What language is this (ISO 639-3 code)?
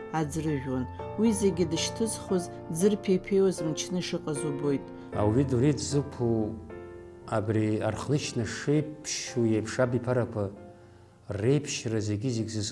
abk